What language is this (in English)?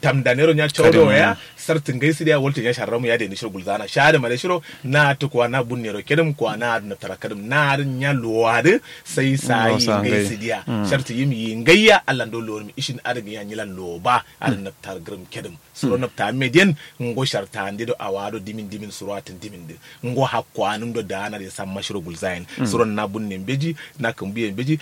Kanuri